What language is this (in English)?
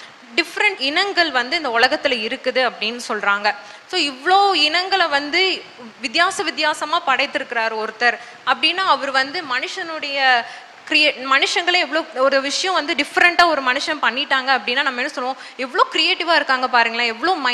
Tamil